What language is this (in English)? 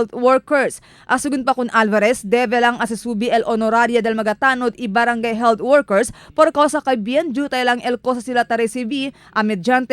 Chavacano